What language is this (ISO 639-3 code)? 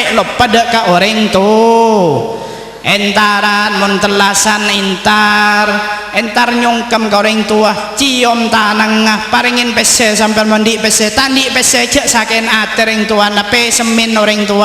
mad